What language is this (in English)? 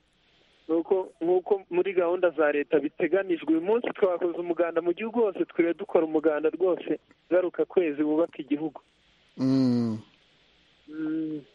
Kinyarwanda